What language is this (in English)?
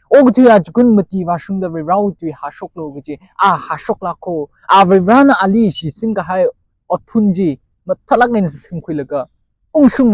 Tangkhul Naga (India)